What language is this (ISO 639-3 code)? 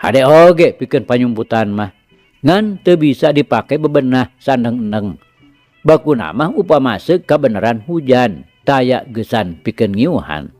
sun